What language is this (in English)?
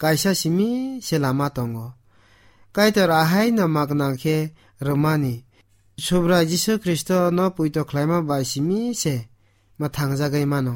Kok Borok